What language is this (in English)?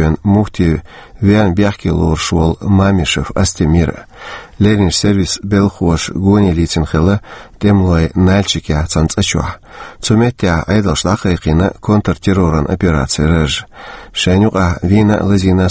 Chechen